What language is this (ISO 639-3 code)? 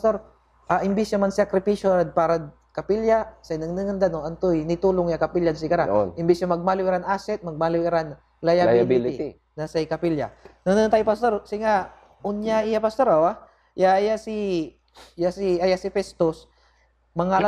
pag